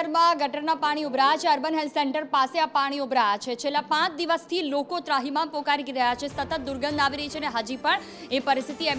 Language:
Gujarati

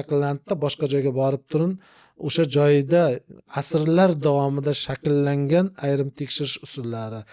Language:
Uzbek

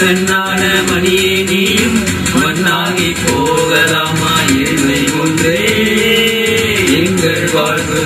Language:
Tamil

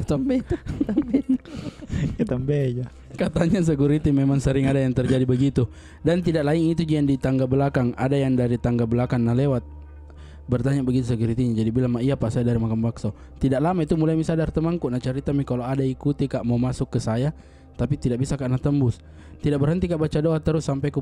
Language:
Makassar Malay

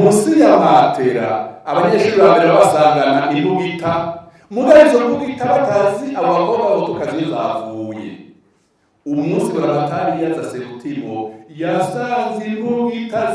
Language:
Rundi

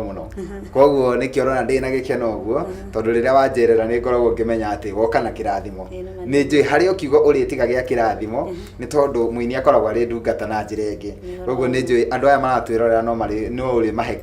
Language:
Kikuyu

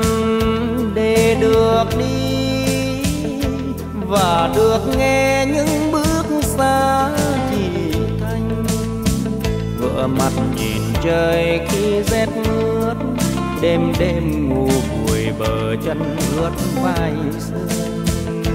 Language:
Vietnamese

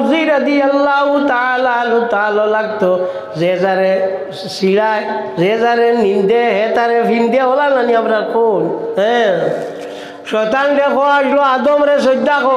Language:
Sylheti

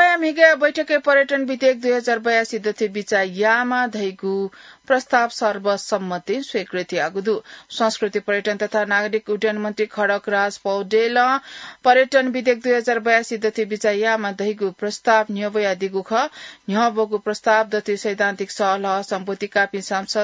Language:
Newari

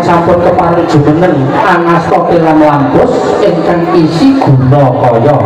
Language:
Javanese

